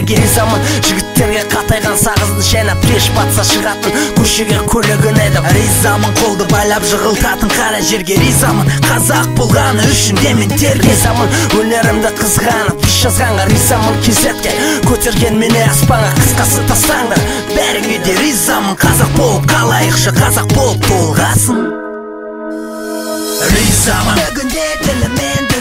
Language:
Kazakh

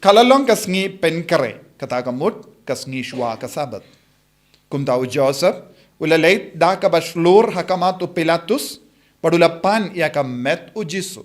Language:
Khasi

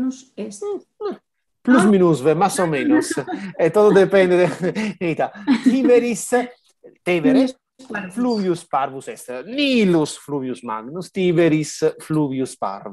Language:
Latin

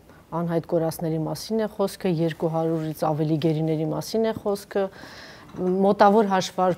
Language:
Armenian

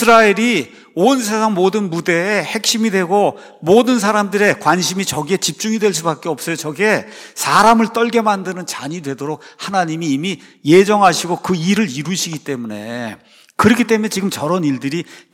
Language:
Korean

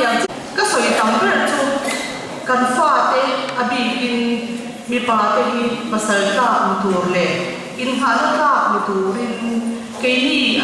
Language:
Mizo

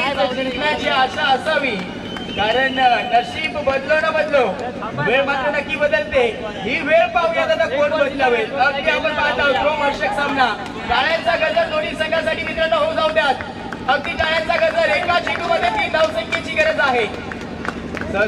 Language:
Marathi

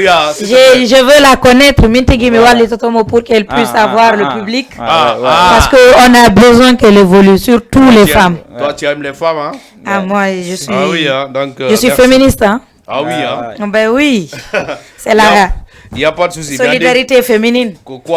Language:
Fula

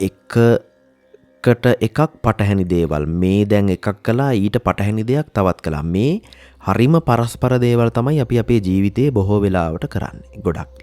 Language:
Sinhala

